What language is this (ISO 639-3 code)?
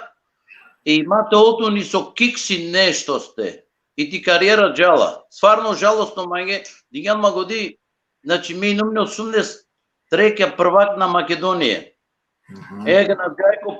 rmn